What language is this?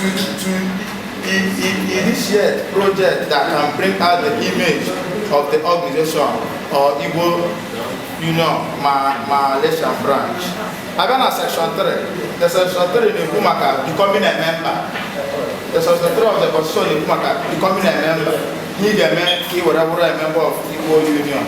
Igbo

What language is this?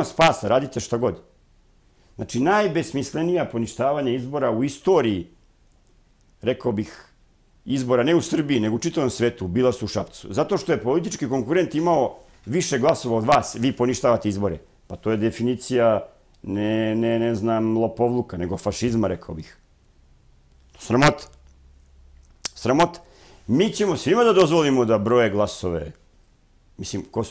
Serbian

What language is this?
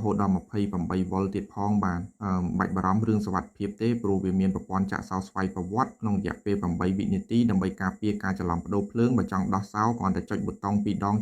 Khmer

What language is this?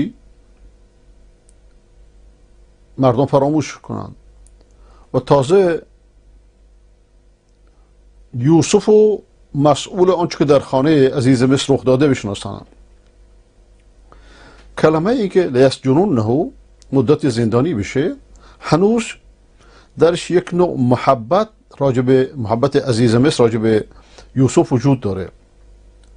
Persian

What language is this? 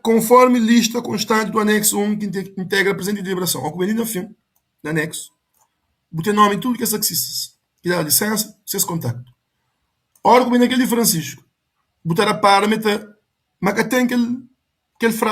Kabuverdianu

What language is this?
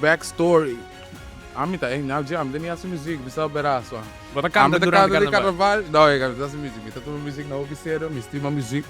Papiamento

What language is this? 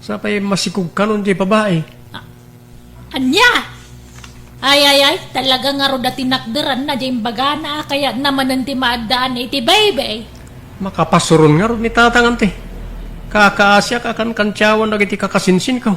Iloko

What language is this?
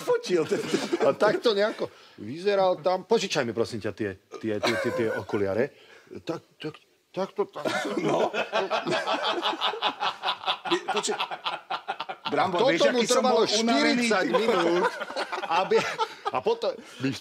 Slovak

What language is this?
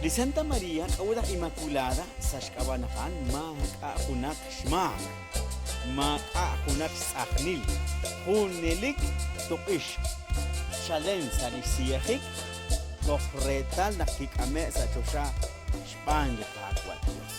Kekchí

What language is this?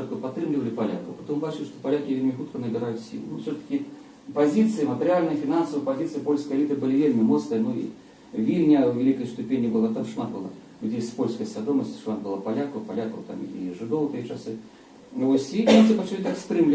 Belarusian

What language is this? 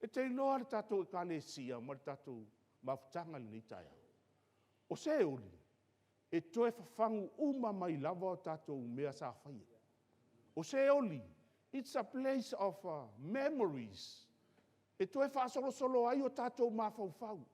Samoan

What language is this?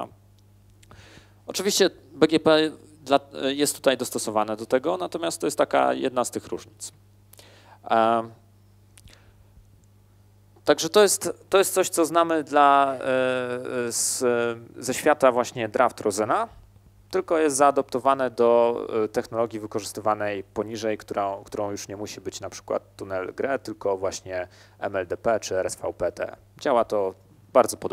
Polish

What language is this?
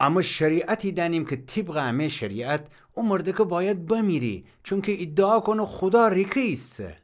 Gilaki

